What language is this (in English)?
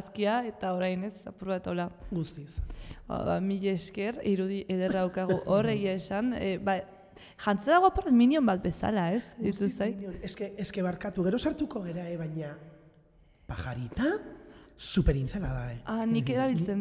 Basque